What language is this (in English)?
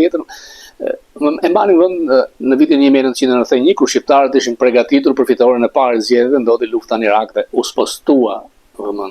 Albanian